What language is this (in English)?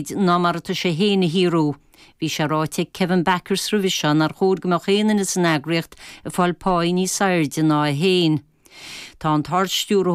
Irish